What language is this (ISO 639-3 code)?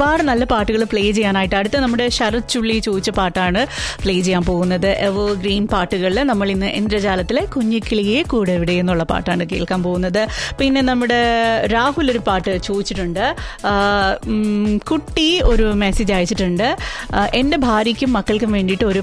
mal